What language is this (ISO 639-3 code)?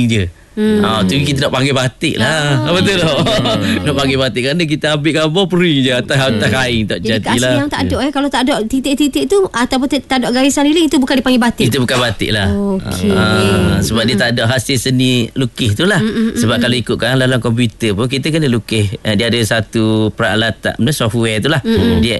msa